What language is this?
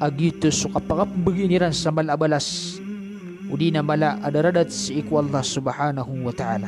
Maranao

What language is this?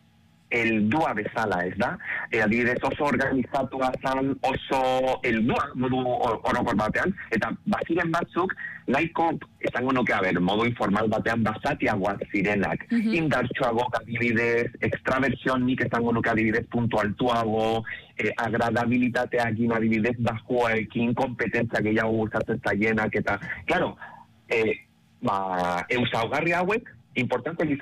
Basque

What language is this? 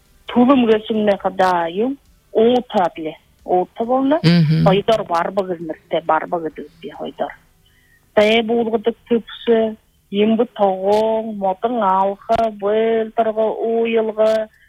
Buriat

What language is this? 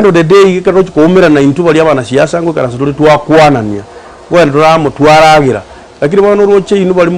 Gusii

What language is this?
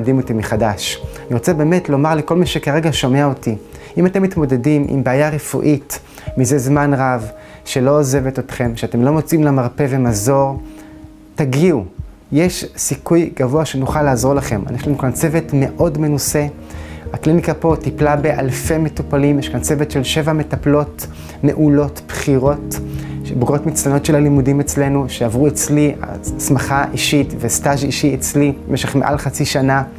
Hebrew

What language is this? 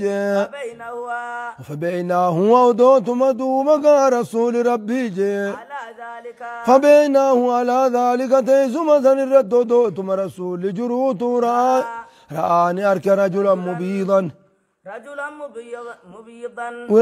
Oromo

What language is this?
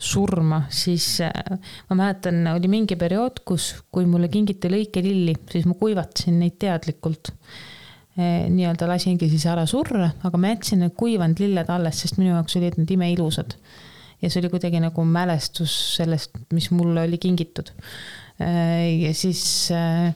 Estonian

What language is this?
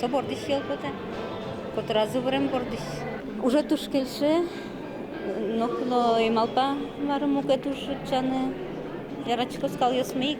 Udmurt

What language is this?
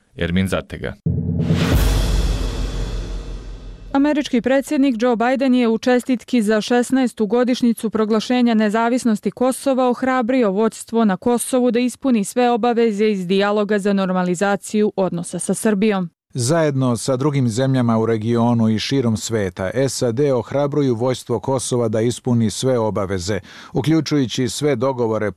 Bosnian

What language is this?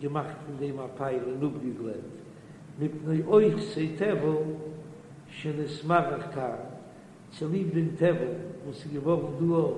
Yiddish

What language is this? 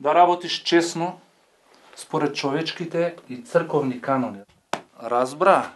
Macedonian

